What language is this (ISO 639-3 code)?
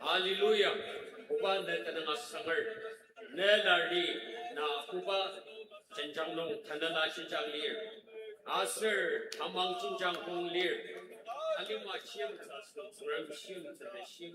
njo